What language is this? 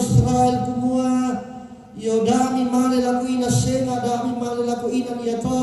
Toraja-Sa'dan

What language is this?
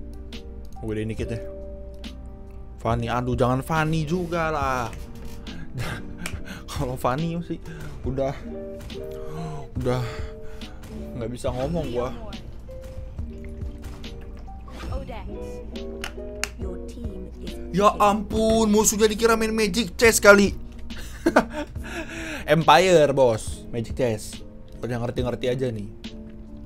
Indonesian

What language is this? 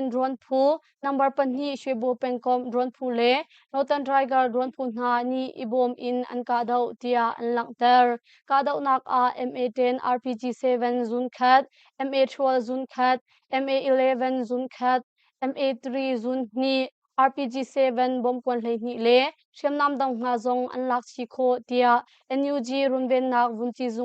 Hakha Chin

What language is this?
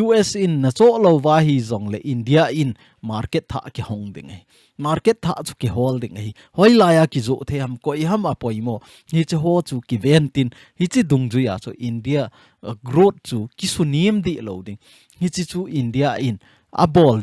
Thado Chin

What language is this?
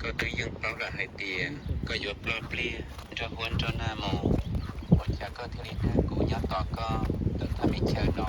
Hmong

